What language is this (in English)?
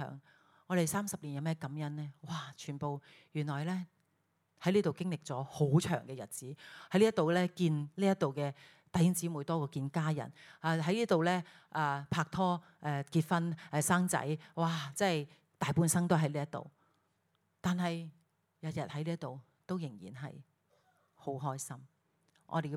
Cantonese